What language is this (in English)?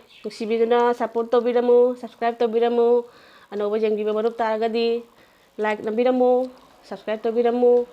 Manipuri